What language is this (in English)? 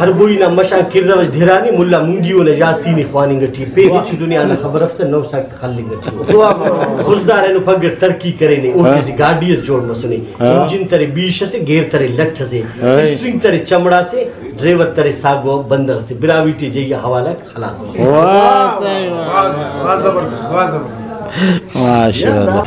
Brahui